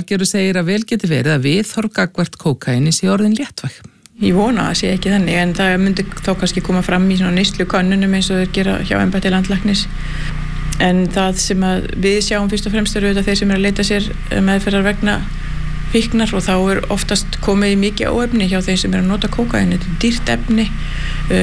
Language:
Icelandic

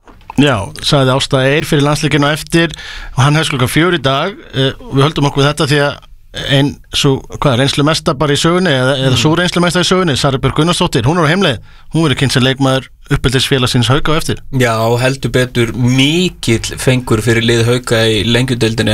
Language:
Icelandic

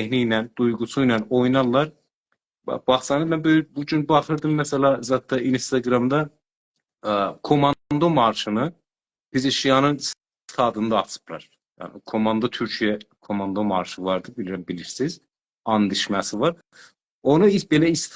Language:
South Azerbaijani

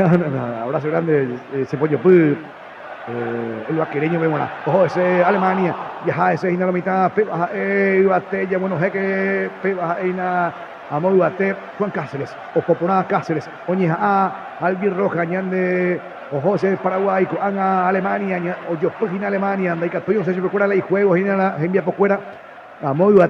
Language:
Guarani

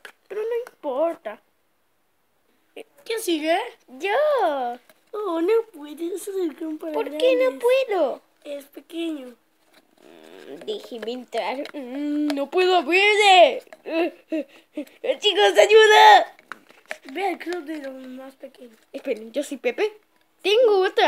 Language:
Spanish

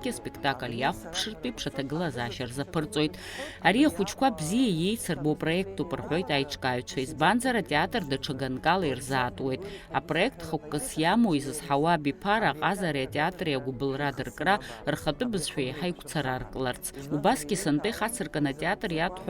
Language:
Abkhazian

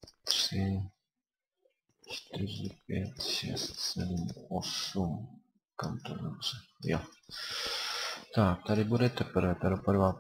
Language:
Czech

